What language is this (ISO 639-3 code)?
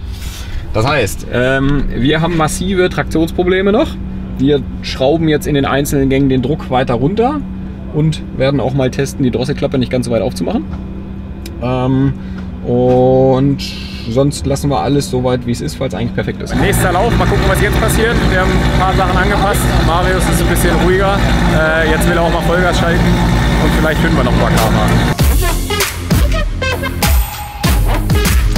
deu